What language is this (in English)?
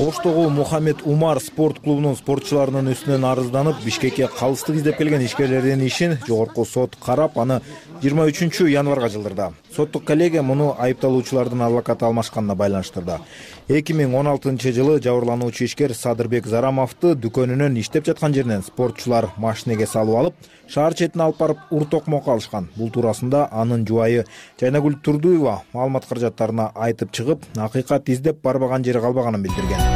Kyrgyz